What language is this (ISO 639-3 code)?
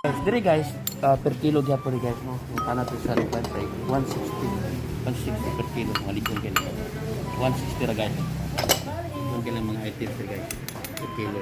ceb